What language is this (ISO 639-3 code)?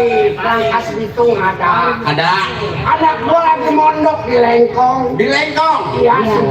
bew